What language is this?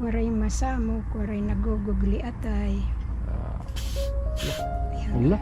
Waray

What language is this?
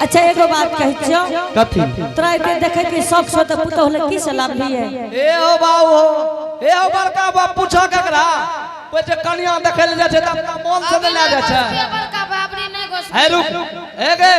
Angika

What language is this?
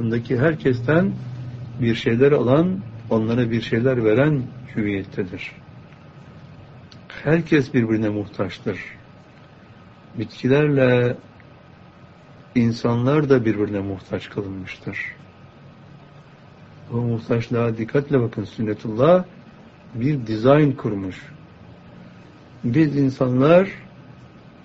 Turkish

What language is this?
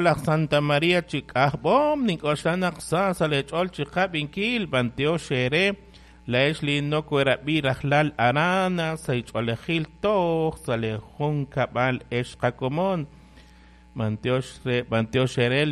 Kekchí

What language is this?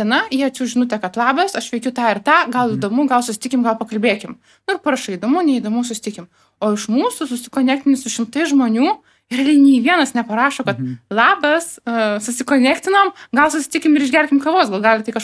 Lithuanian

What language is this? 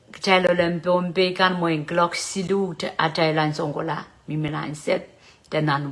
Pohnpeian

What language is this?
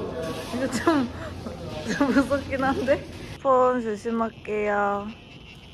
Korean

